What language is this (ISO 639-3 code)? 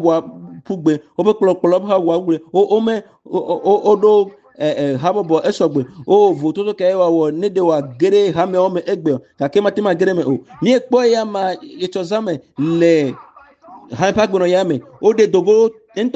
ewe